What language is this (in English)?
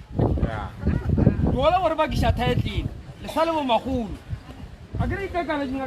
Northern Sotho